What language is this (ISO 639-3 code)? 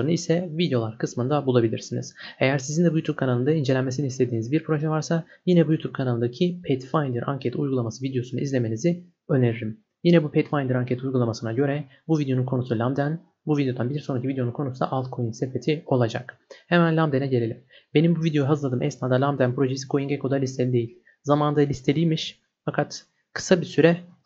tur